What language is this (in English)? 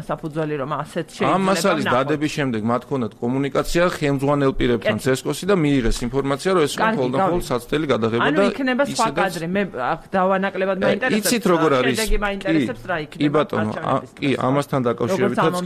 Georgian